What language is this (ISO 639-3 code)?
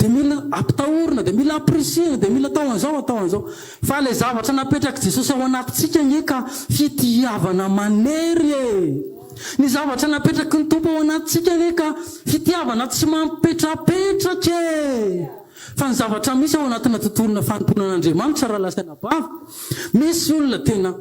mlg